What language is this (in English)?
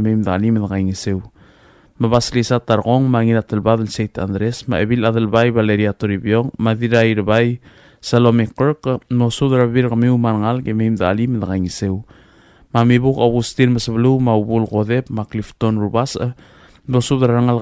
Palauan